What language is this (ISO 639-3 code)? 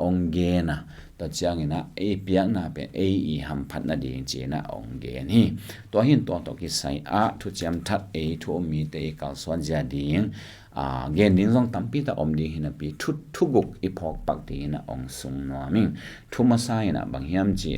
ctd